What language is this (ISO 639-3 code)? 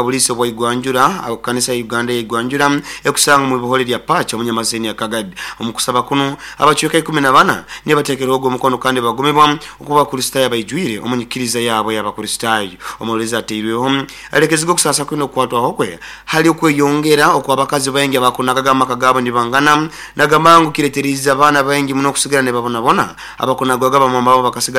nyo